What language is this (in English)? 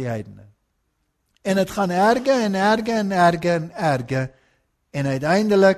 Afrikaans